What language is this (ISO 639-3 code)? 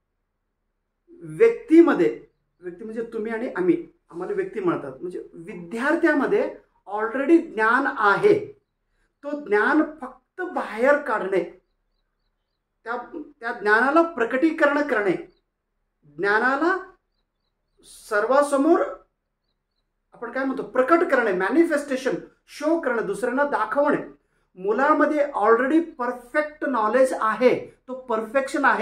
mar